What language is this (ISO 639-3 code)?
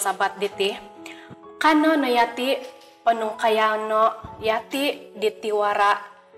dtp